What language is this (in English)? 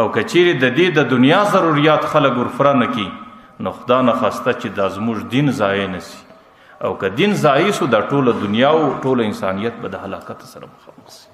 Pashto